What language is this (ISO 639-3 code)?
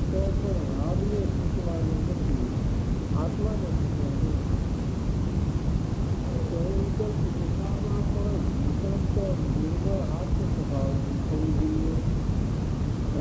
guj